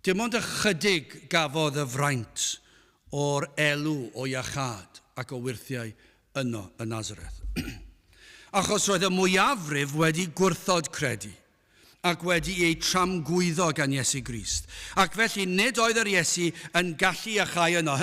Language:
Welsh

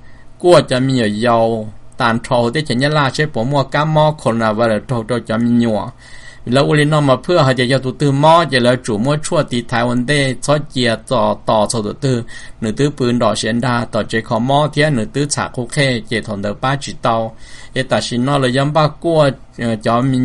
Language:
Hmong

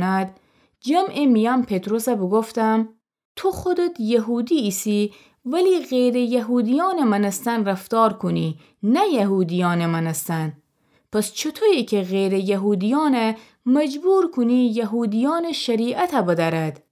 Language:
Gilaki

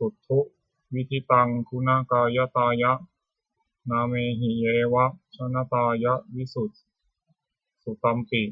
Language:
Pali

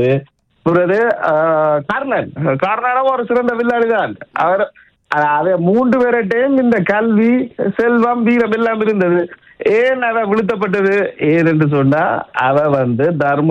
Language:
Tamil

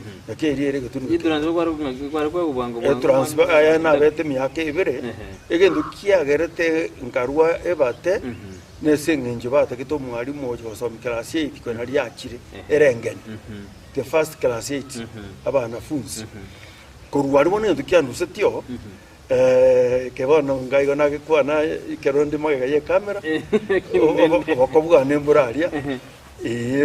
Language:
Gusii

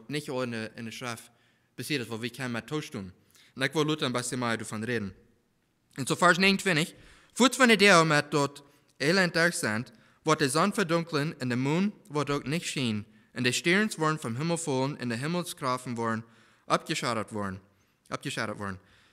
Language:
Plautdietsch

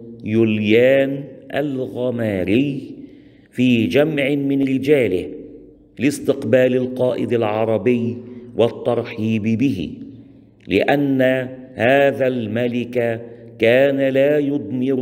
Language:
Arabic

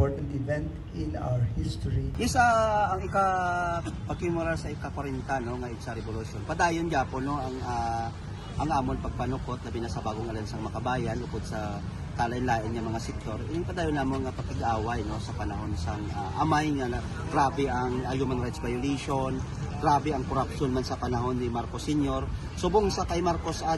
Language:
Hiligaynon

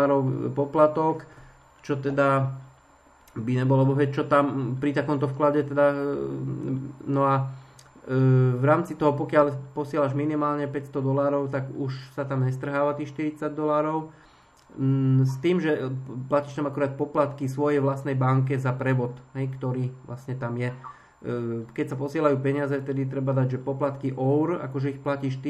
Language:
Slovak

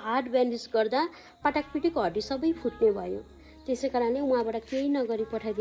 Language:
Nepali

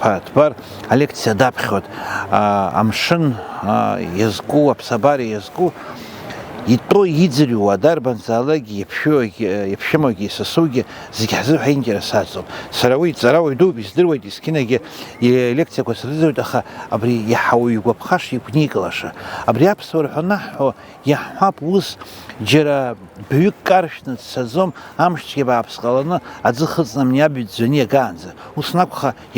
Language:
Abkhazian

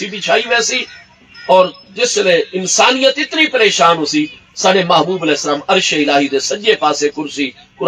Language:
Saraiki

